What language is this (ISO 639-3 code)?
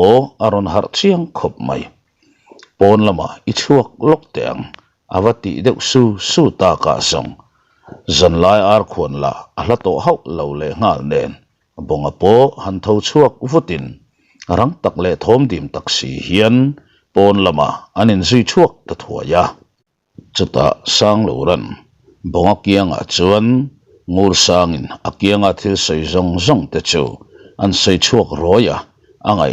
lus